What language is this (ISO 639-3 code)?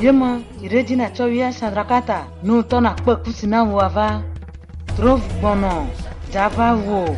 ewe